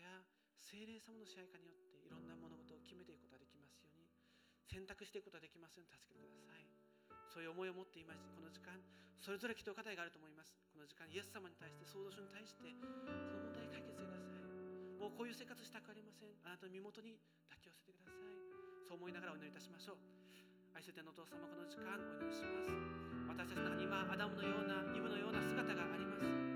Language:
Japanese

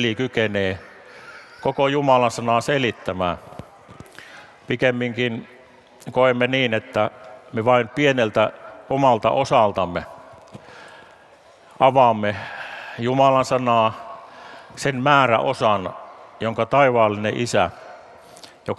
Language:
Finnish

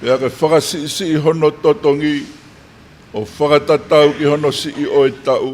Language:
Tongan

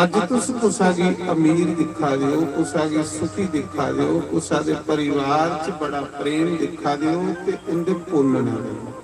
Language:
Dogri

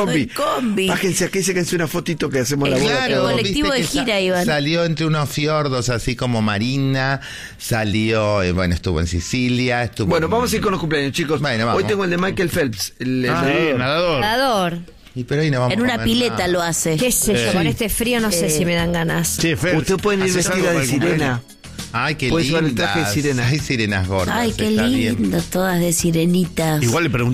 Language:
Spanish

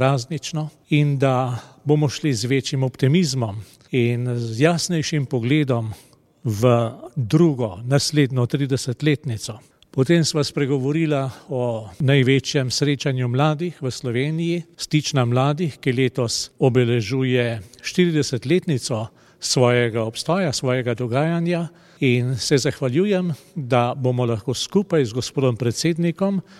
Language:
Slovenian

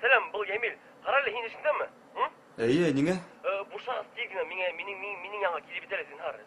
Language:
Bashkir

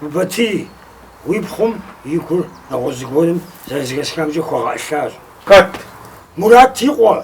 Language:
Kabardian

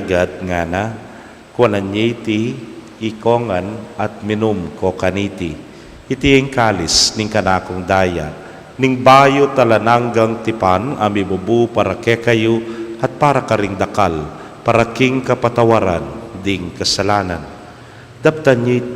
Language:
Pampanga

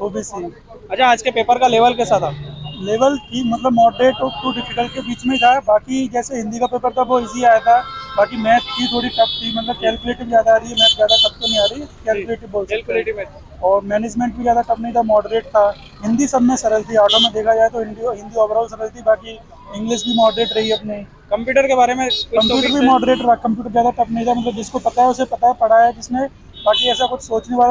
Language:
Hindi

